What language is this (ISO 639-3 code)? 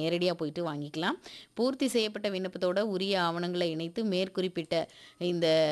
tam